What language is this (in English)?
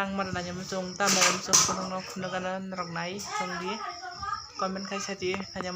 Kok Borok